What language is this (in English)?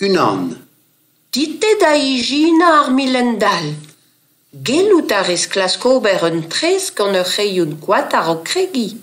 Breton